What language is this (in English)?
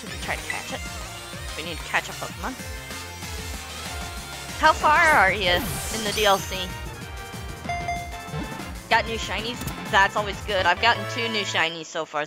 English